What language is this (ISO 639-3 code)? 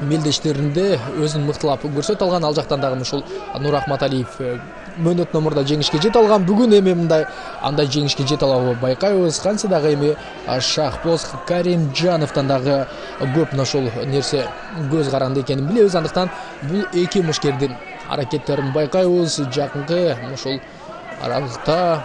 kir